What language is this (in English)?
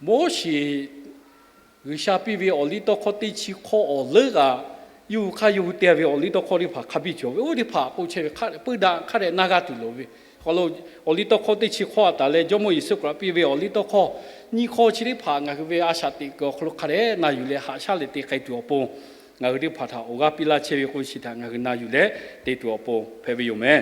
Lahu